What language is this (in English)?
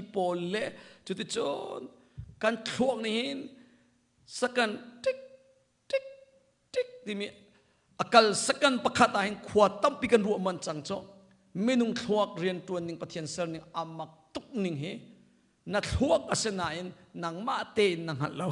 Hakha Chin